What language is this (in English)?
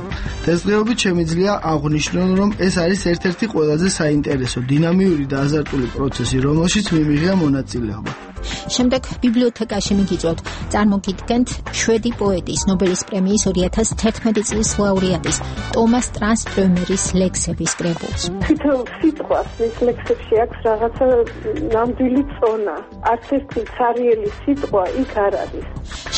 Georgian